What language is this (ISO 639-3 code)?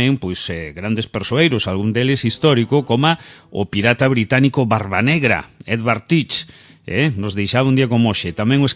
glg